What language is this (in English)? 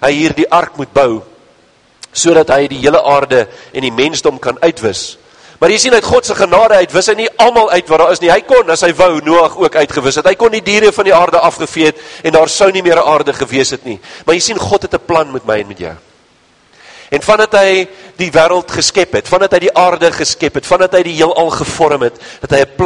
Afrikaans